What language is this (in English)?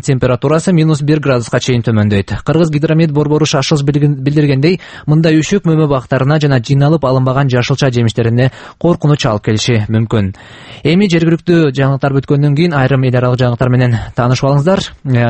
Kyrgyz